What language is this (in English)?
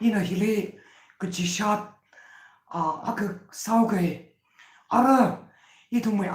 Tangkhul Naga (India)